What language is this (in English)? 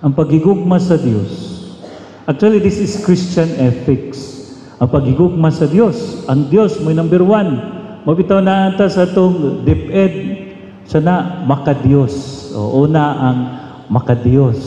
Cebuano